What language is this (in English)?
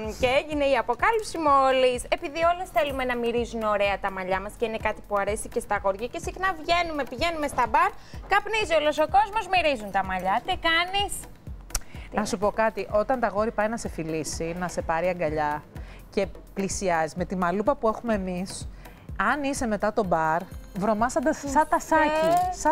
Greek